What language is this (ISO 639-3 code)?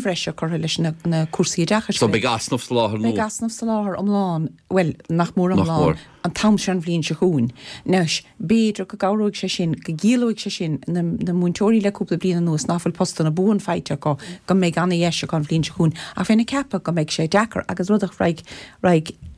gle